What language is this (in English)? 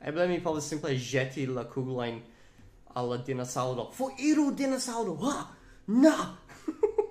Esperanto